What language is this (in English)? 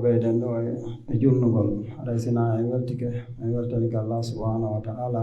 Pular